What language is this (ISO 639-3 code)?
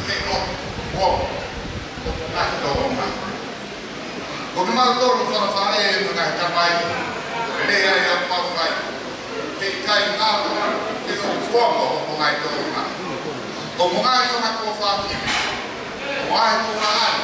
ton